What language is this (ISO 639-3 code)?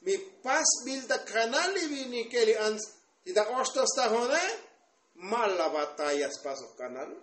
tzo